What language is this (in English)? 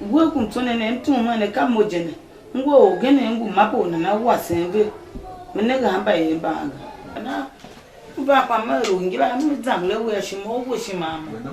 Tiv